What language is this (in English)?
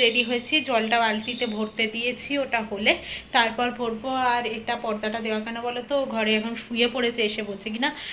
Bangla